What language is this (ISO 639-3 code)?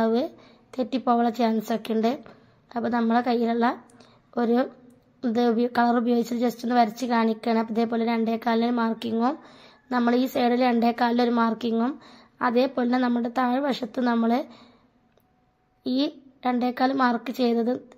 mal